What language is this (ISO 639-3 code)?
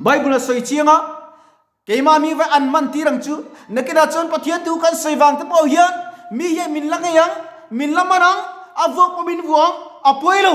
lus